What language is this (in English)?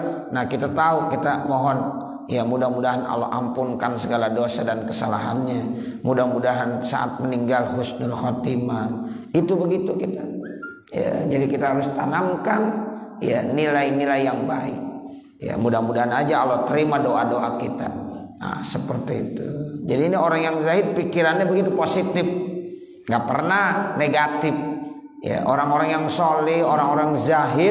Indonesian